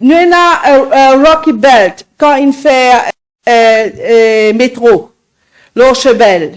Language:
Morisyen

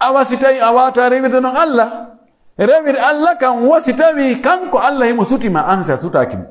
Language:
Pular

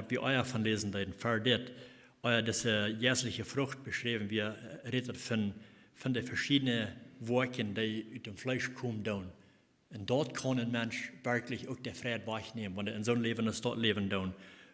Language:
Plautdietsch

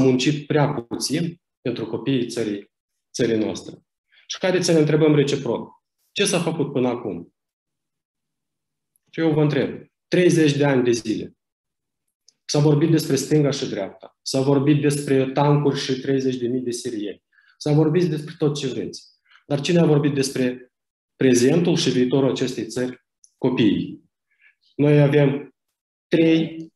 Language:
Romanian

